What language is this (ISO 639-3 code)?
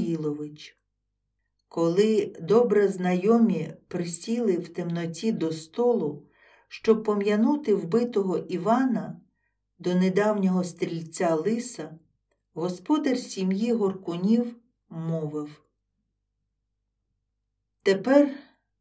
ukr